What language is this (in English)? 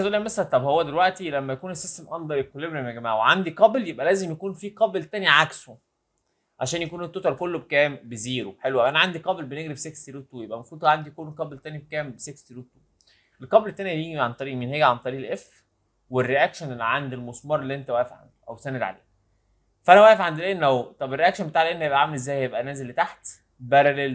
Egyptian Arabic